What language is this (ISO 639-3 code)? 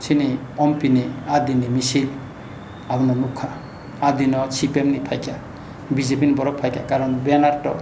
trp